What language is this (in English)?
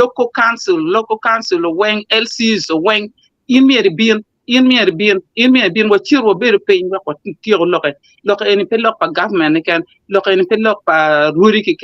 Acoli